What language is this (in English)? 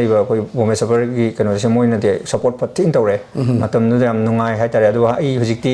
Manipuri